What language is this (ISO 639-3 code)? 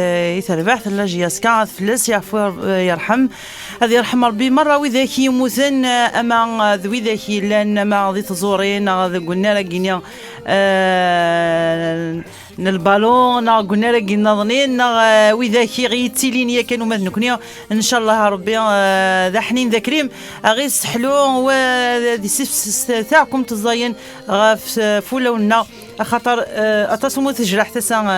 kab